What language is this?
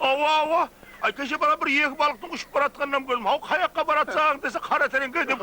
Kara-Kalpak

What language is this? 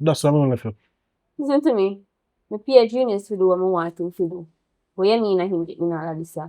Jamaican Creole English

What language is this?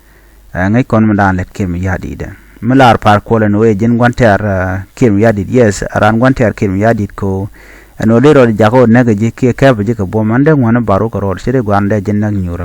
Nuer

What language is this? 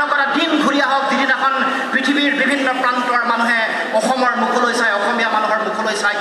Assamese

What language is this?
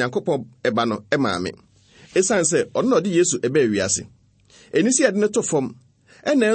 Akan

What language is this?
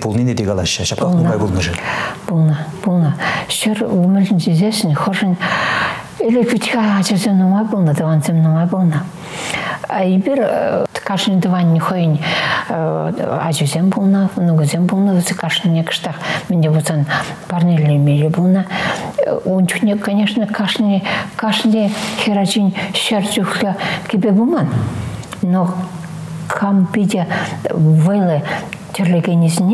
Chuvash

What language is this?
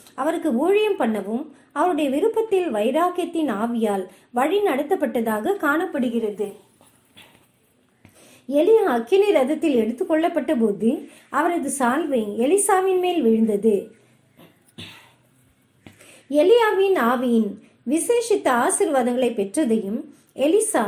Tamil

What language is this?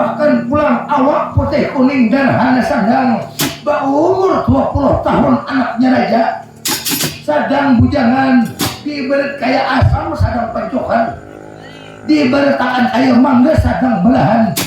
Banjar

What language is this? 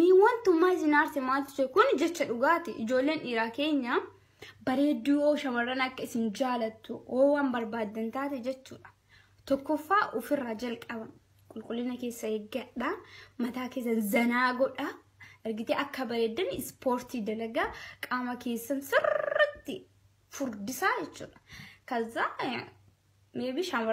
Oromo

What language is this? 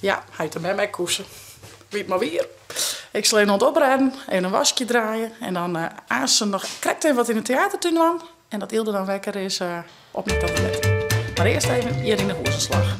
Western Frisian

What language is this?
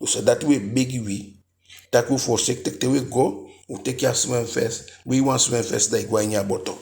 Eastern Maroon Creole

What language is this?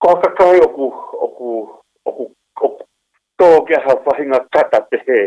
Tongan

